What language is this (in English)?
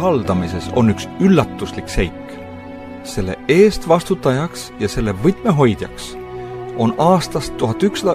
Estonian